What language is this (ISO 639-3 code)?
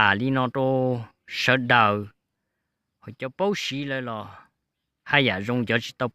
hmn